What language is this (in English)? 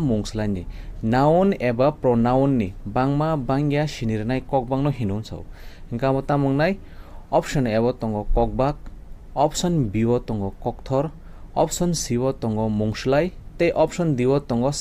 Kok Borok